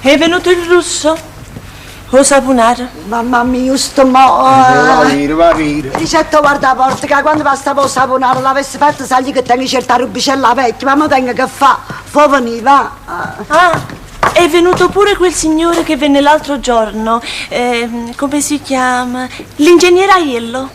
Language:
Neapolitan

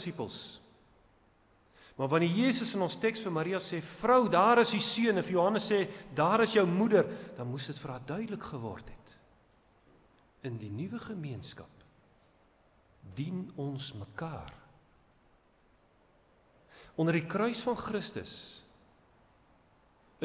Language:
Afrikaans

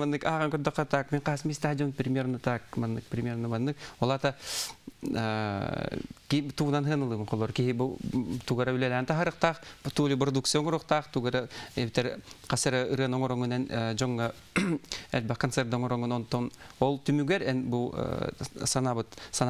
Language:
Yakut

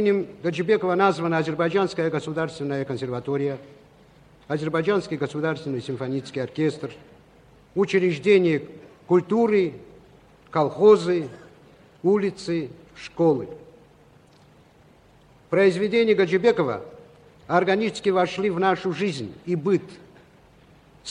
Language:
Russian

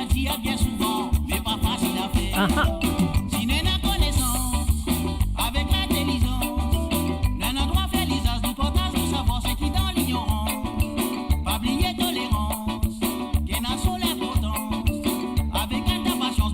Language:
Morisyen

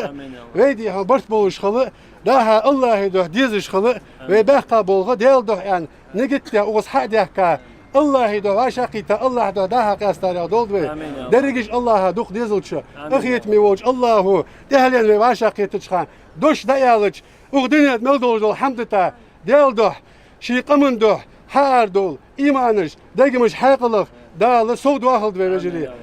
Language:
Ingush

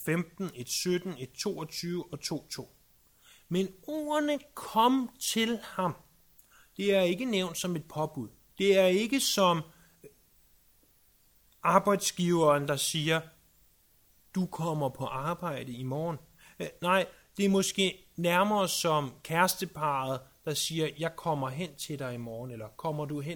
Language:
Danish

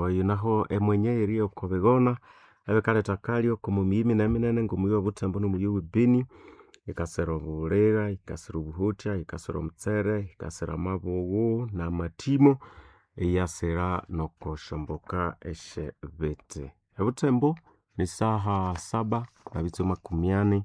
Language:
Nande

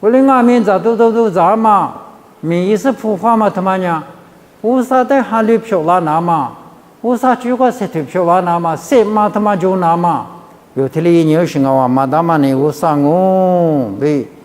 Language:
Lisu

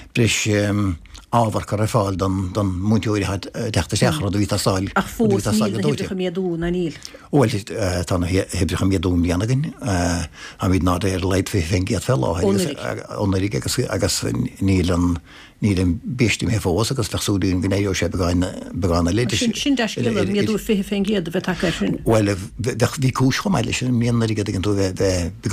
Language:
Irish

